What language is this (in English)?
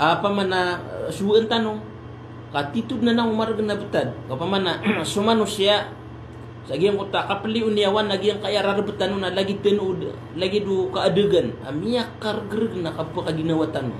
Maranao